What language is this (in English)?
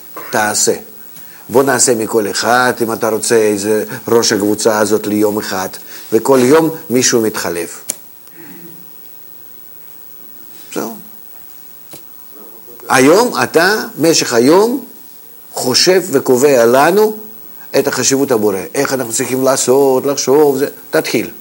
Hebrew